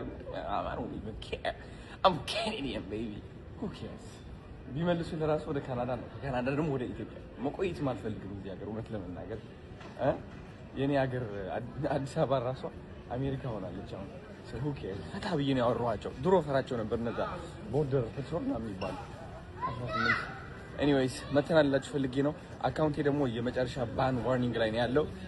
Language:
Amharic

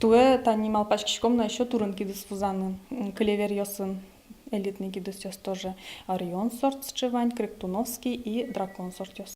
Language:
Udmurt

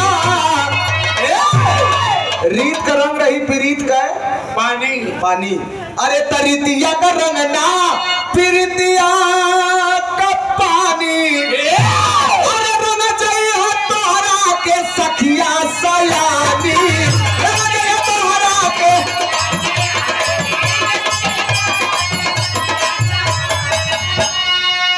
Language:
Bhojpuri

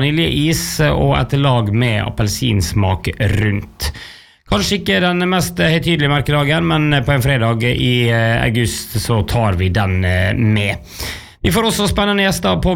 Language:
Norwegian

